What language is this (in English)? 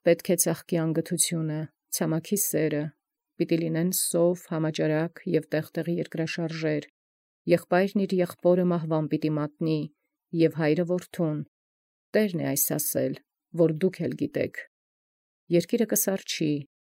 Armenian